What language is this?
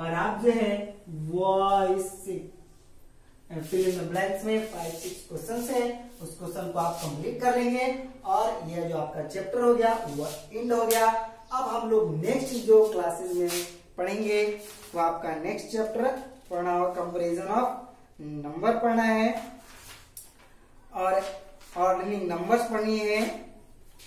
Hindi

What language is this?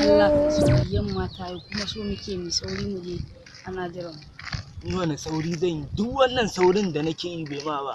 Hausa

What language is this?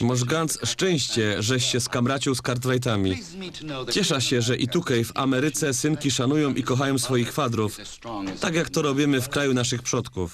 Silesian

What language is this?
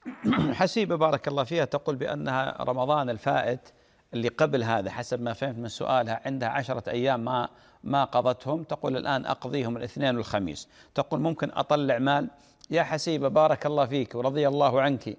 Arabic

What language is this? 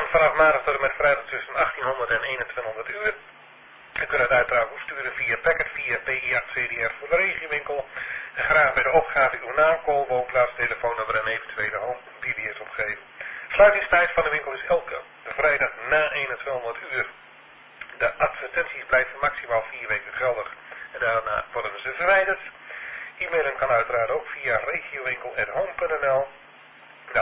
Dutch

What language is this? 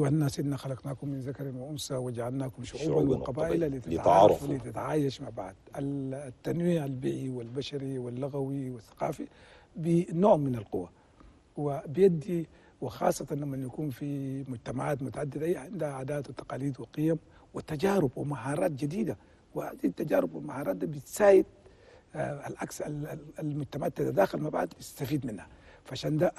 Chadian Arabic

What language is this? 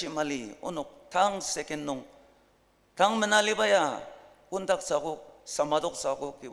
Ao Naga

